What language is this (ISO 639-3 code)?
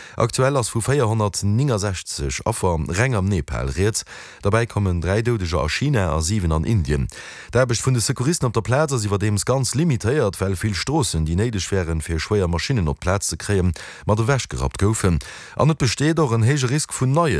ltz